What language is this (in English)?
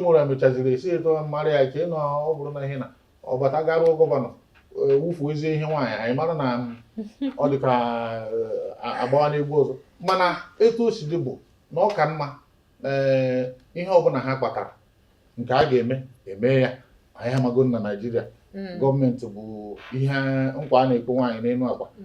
Igbo